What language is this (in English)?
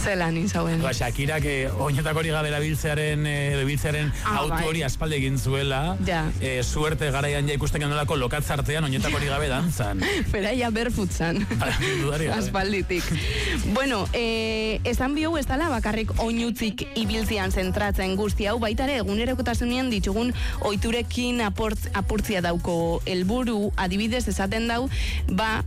Basque